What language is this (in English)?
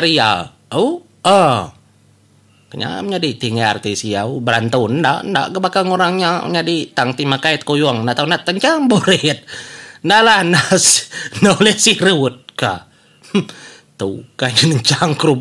Iban